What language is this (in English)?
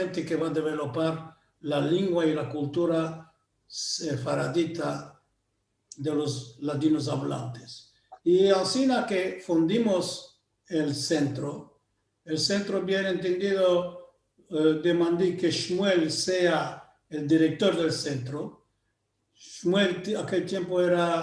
Ladino